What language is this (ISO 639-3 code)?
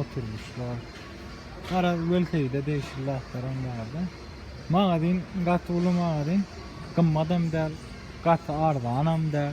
tuk